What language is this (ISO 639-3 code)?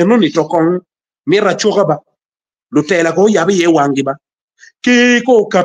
ach